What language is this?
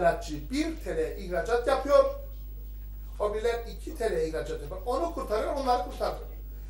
Turkish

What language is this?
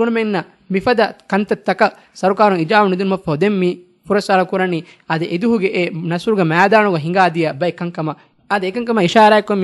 Divehi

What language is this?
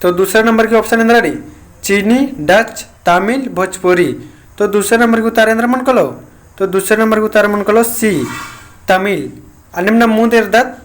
Kurukh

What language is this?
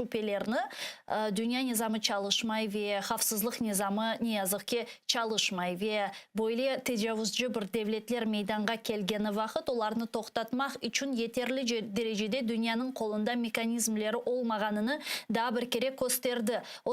Crimean Tatar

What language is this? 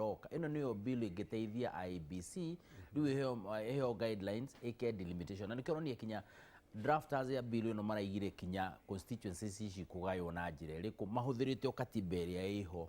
Kikuyu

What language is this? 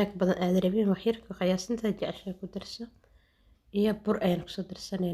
Somali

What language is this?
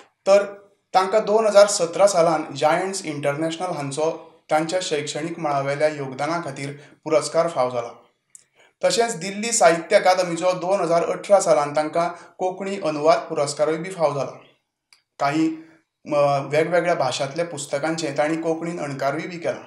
Konkani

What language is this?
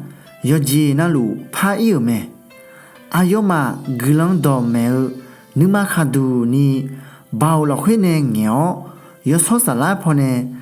Akha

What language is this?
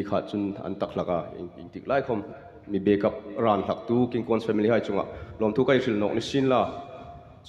Hmar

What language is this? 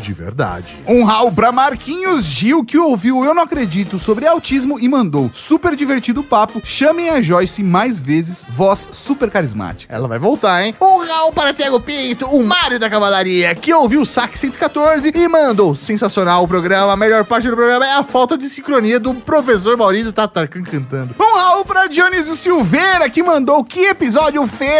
Portuguese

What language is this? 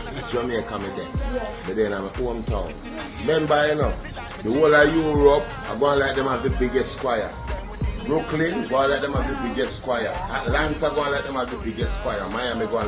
Jamaican Creole English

